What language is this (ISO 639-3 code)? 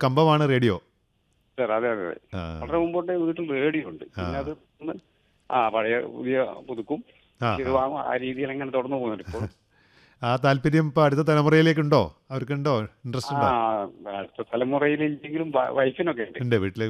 mal